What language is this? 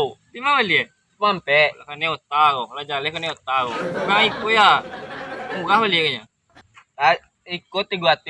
Minangkabau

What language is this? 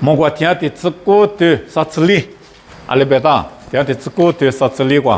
Lisu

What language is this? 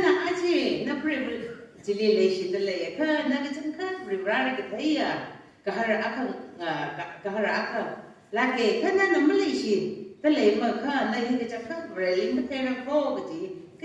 Tangkhul Naga (India)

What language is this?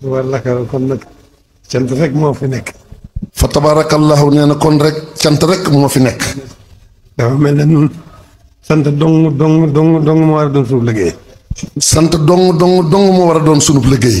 Wolof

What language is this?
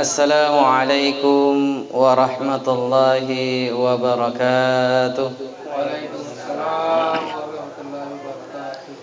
Buginese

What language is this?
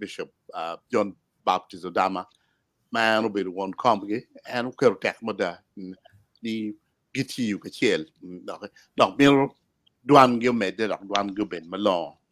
Acoli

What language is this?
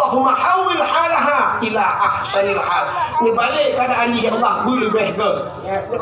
Achinese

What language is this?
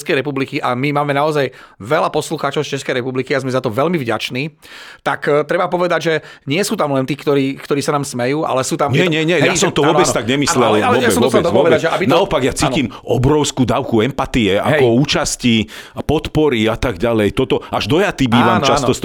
Slovak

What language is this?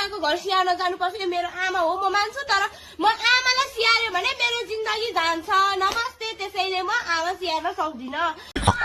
Nepali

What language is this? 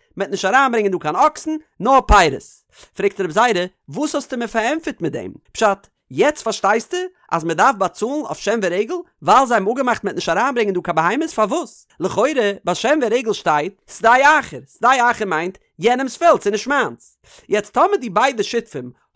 Yiddish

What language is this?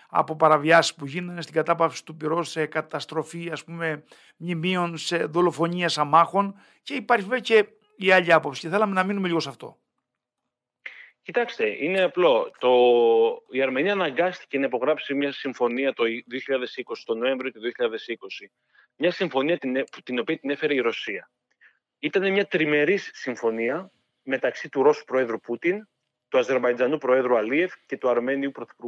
Greek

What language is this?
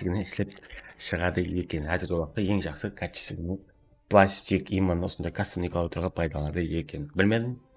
Kara-Kalpak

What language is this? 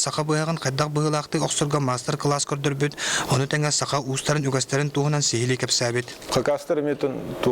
Yakut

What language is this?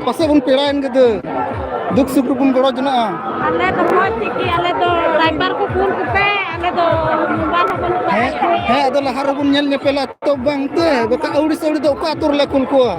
Santali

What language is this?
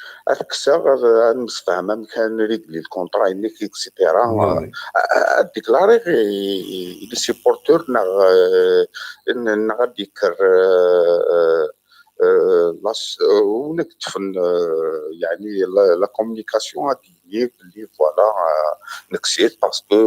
Kabyle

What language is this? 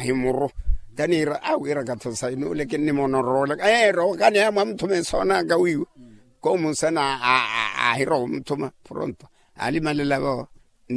Makhuwa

